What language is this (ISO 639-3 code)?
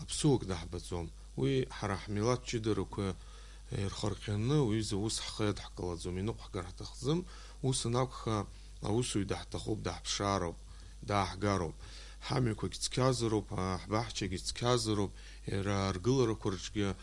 abk